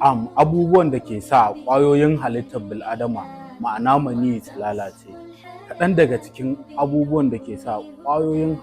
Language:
Hausa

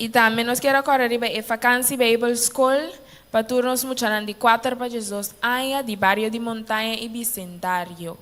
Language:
Papiamento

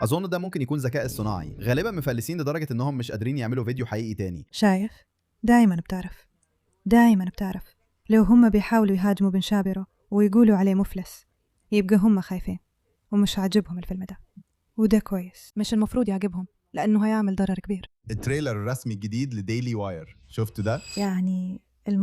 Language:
Egyptian Arabic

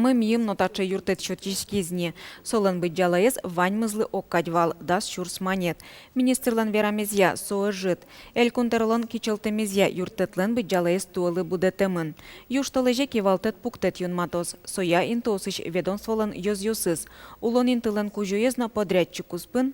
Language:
Udmurt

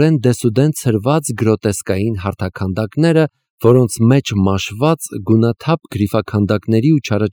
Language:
Armenian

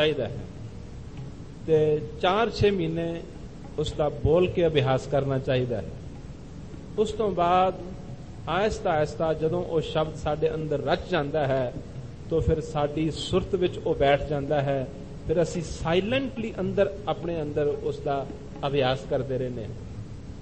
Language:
Punjabi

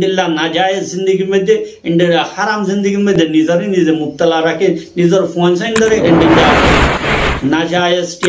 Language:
Rohingya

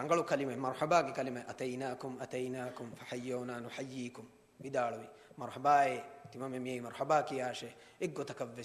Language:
Divehi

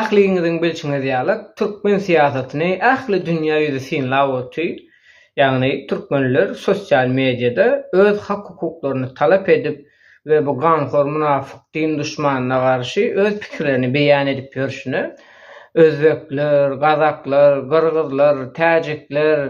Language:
Turkmen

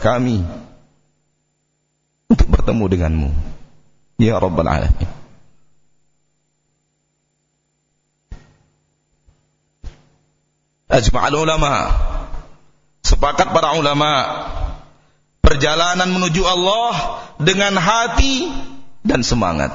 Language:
Indonesian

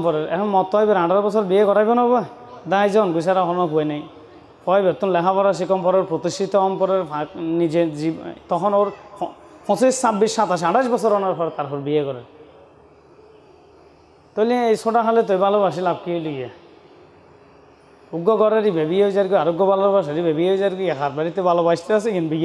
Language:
Bangla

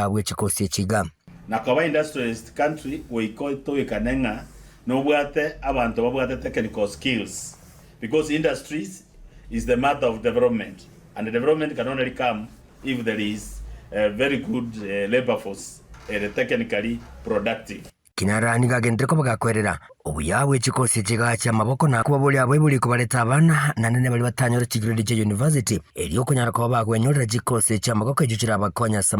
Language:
Gusii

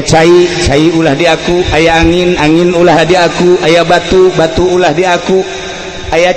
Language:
Sundanese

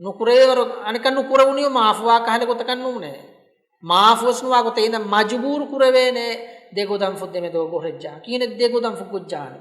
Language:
Divehi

